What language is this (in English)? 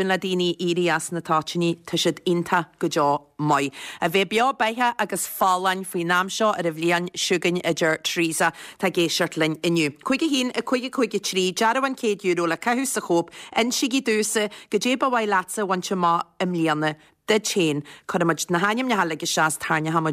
Irish